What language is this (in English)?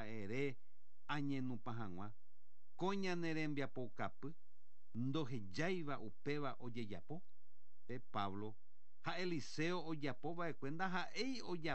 Guarani